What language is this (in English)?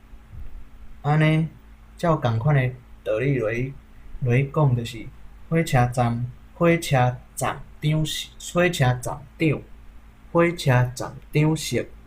Min Nan Chinese